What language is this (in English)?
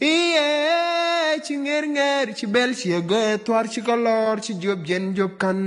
Nuer